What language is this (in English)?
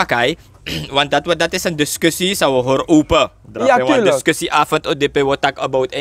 Sranan Tongo